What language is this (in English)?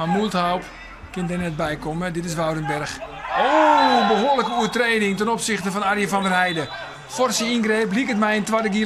Western Frisian